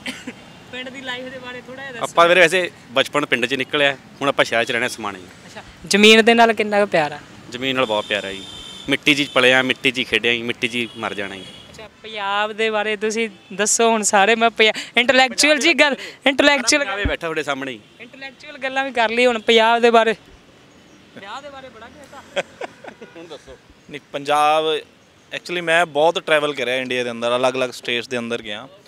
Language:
Punjabi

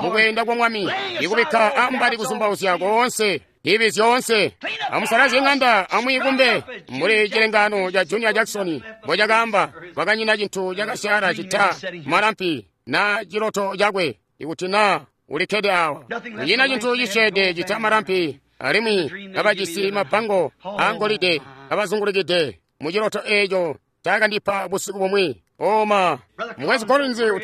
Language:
Tonga (Zambia)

